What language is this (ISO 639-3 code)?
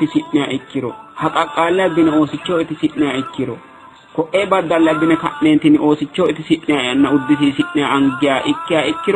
sid